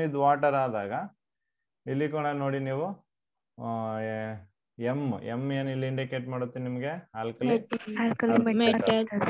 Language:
Kannada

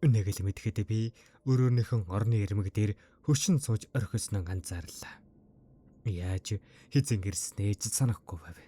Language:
Mongolian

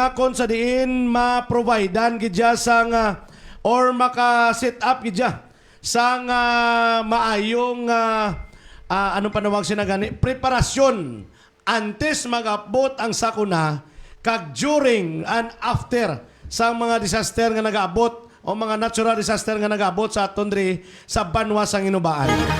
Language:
Hiligaynon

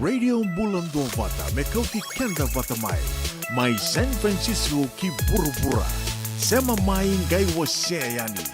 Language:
Fijian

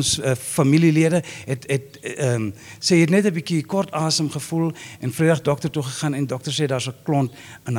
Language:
Afrikaans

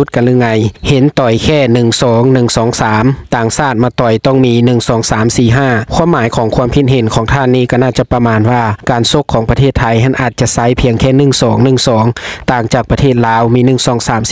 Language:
Lao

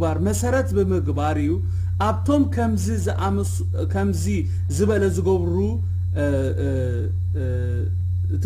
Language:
Tigrinya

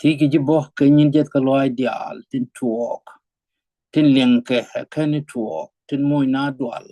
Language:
Nuer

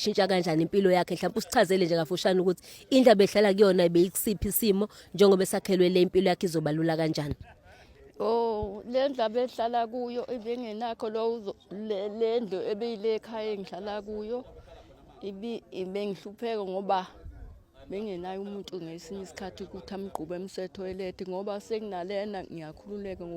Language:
Zulu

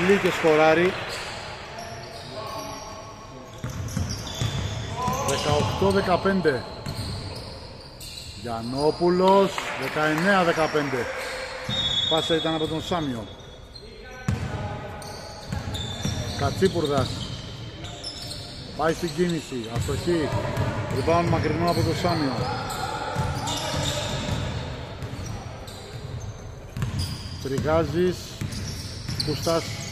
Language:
Greek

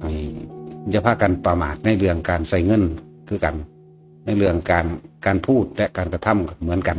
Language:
Northeastern Thai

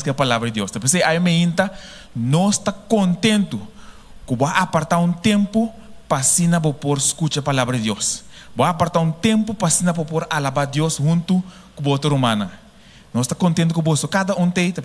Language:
Papiamento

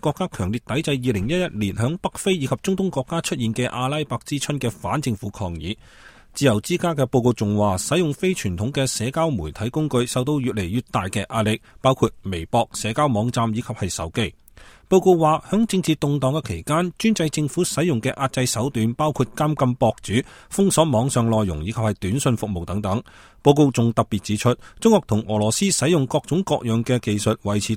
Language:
Cantonese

